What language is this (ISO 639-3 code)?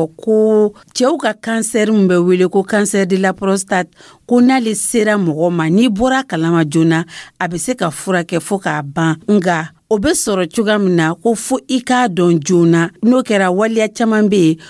dyu